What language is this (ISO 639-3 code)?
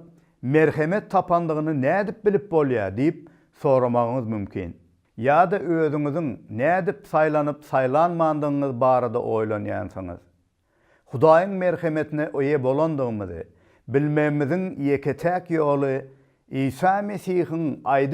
tuk